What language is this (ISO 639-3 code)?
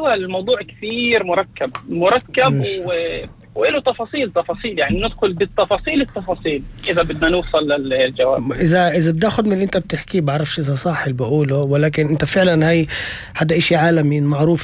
apc